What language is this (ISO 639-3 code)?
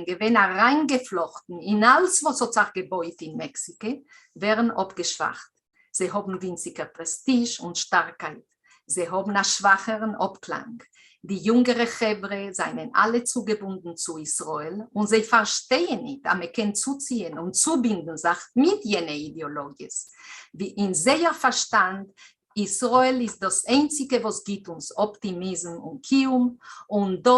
yid